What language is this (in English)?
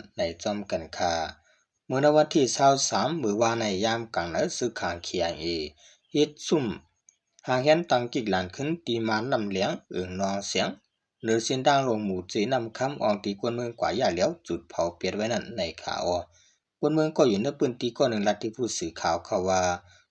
Shan